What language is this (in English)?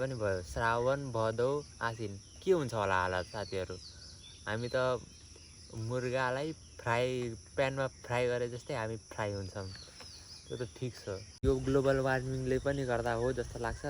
Nepali